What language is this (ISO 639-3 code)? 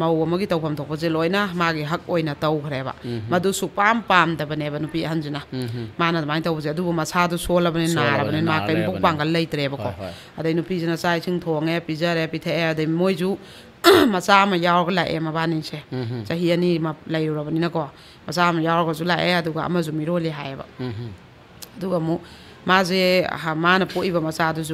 mni